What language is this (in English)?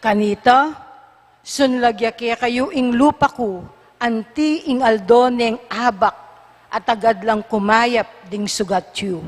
Pampanga